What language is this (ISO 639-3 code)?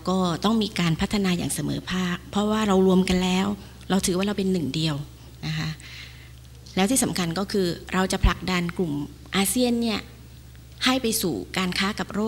tha